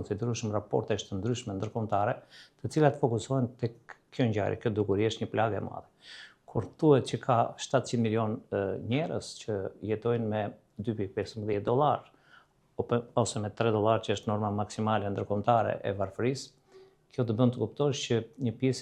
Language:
Albanian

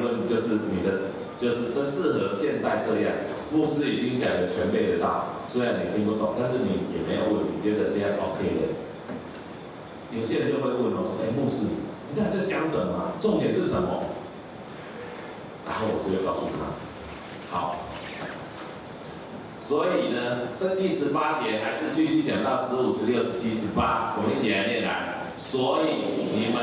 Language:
Chinese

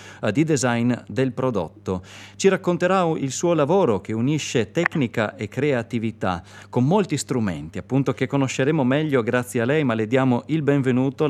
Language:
Italian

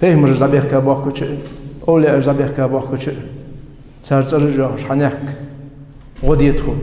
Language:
Ingush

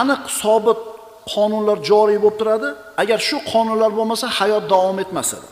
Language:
Uzbek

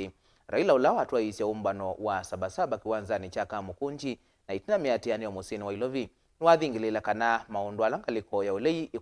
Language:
Kamba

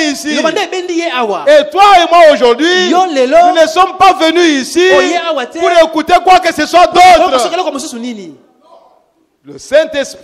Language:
French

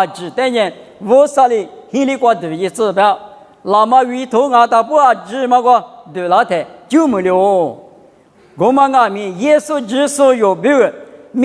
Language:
Lisu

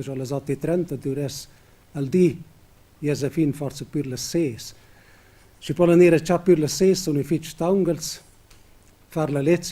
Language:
Romansh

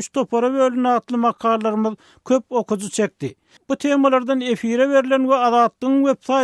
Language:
Turkmen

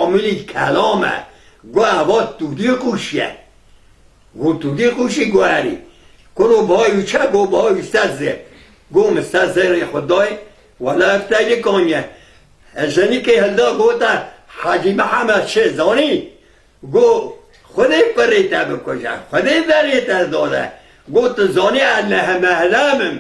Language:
Kurdish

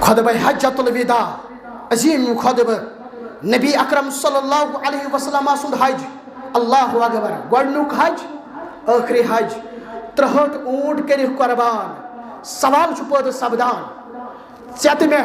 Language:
Kashmiri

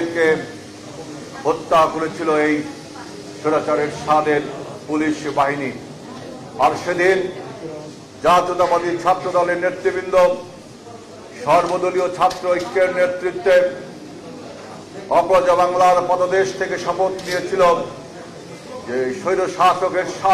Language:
Bangla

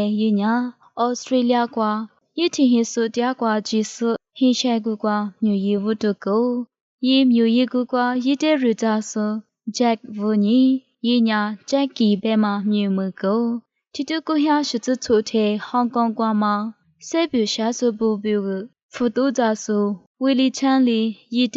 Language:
Lisu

